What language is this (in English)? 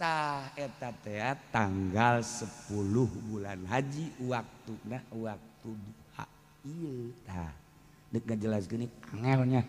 Sundanese